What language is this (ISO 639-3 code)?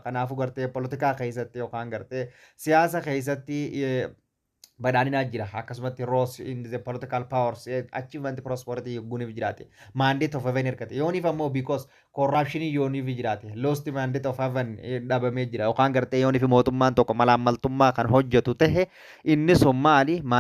orm